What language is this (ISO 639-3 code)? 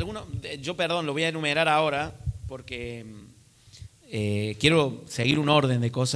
spa